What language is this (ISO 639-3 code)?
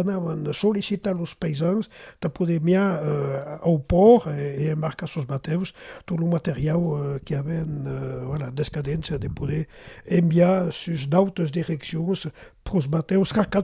oci